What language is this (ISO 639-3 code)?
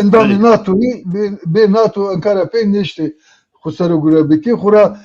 zza